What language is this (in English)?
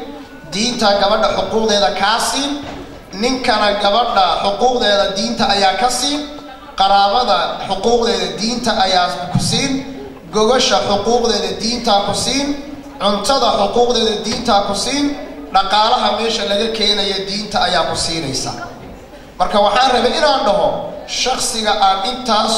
Somali